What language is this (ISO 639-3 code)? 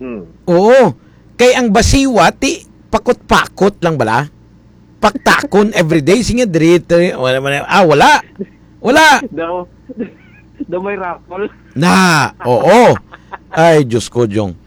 hil